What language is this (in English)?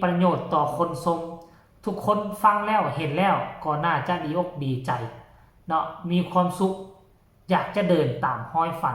Northeastern Thai